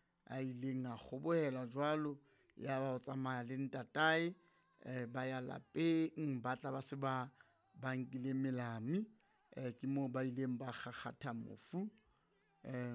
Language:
Southern Sotho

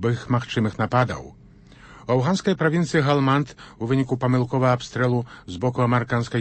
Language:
Belarusian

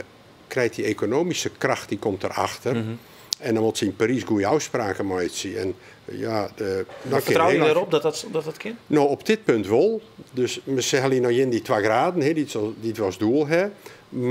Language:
Western Frisian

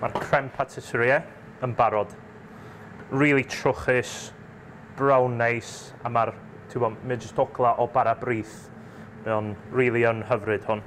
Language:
Welsh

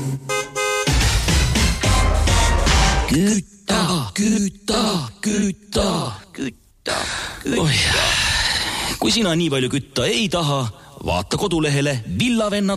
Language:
Estonian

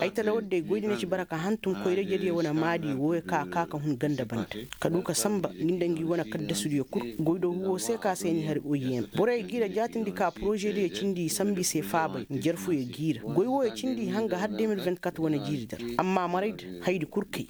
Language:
Koyraboro Senni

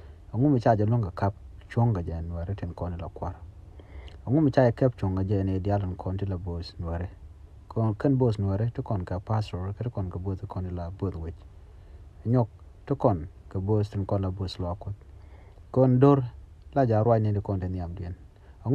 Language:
Nuer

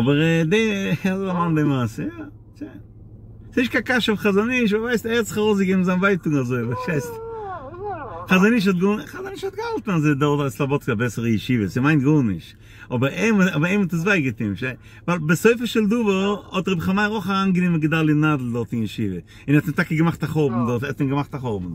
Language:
Yiddish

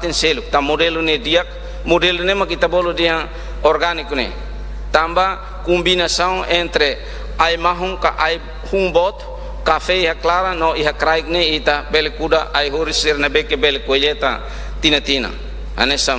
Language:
Tetum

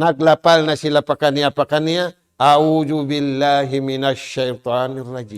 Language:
Tausug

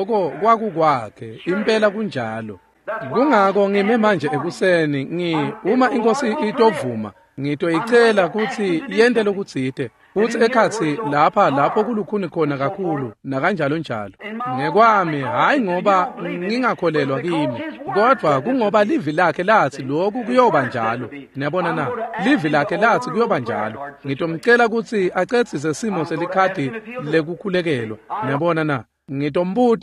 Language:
Swati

